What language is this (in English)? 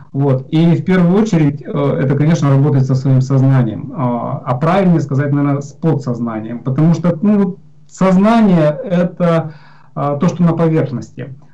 Russian